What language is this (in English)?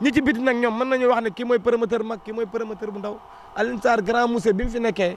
Wolof